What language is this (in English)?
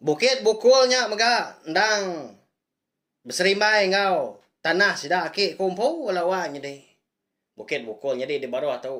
Iban